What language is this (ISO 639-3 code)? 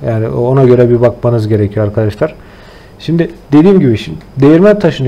tur